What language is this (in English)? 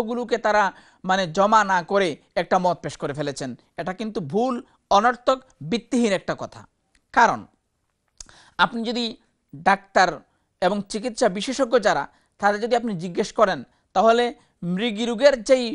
Bangla